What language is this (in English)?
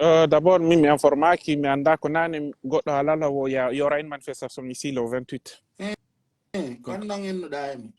Pular